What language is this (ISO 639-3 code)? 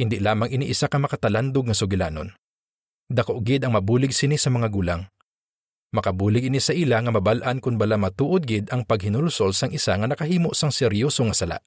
hil